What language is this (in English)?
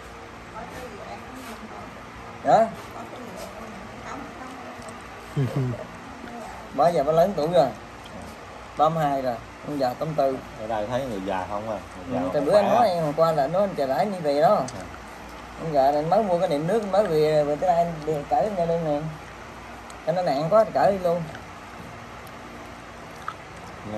Vietnamese